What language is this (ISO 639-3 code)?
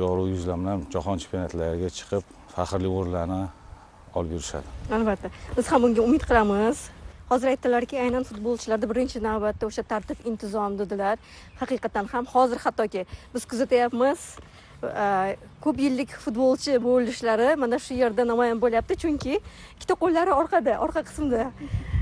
uzb